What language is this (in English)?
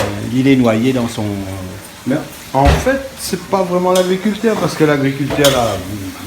Réunion Creole French